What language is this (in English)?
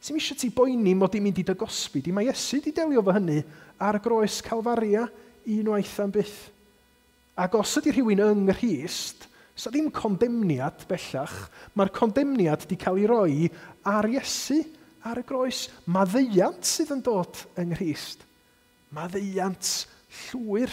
Welsh